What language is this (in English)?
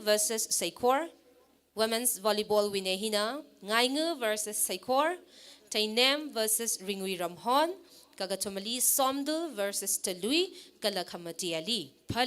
Tangkhul Naga (India)